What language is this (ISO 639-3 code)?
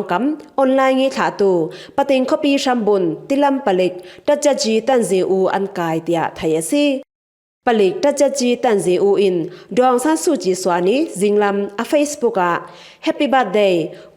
cfm